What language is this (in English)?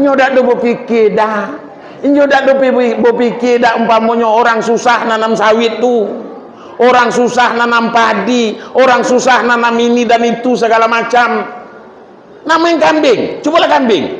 Minangkabau